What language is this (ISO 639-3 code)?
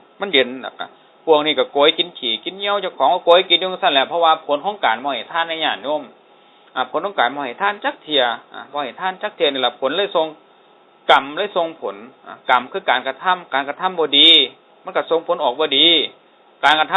tts